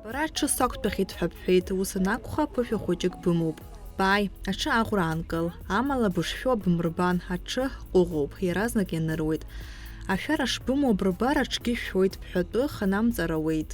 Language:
Abkhazian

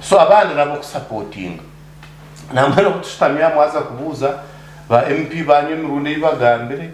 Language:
Nyankole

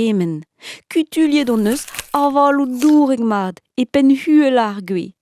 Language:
Breton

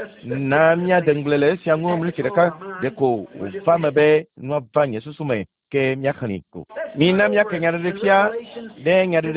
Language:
Ewe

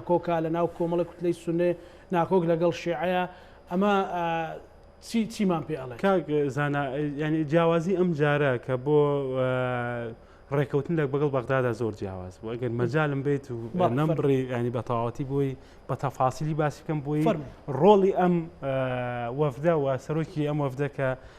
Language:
Central Kurdish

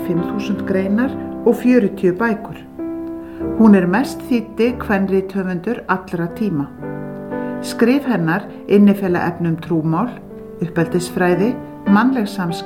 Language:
Icelandic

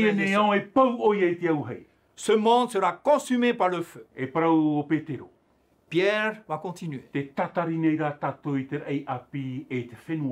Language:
Tahitian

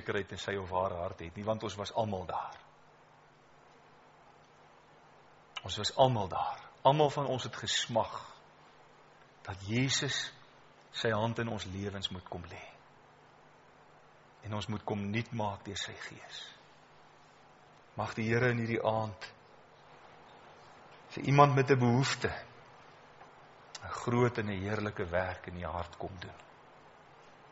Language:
Afrikaans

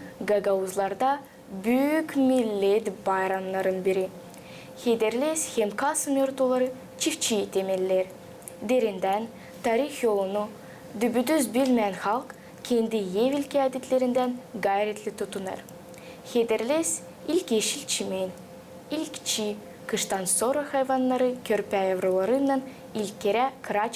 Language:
Gagauz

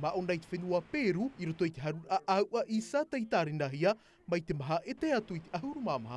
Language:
Tahitian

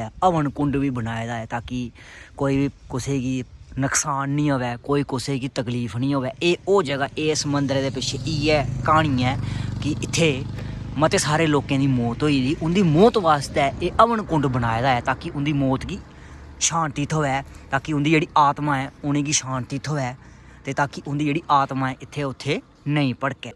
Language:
Dogri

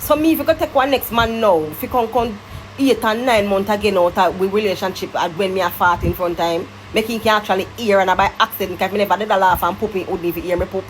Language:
Jamaican Creole English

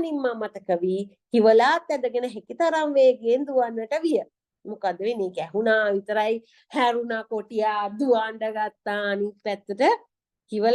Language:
Sinhala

